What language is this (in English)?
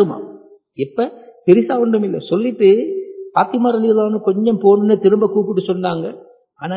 Tamil